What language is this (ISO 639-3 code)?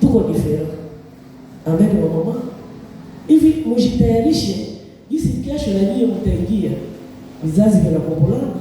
swa